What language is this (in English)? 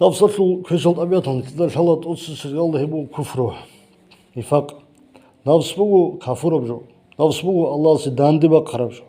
Avaric